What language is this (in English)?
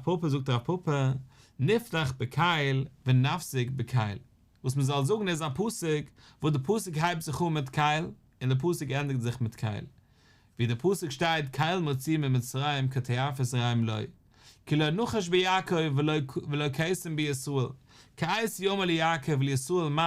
Yiddish